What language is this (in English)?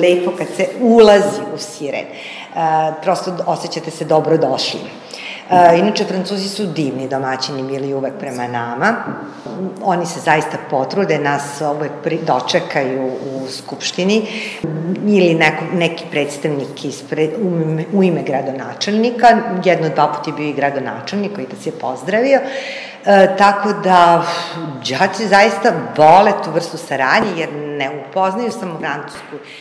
Serbian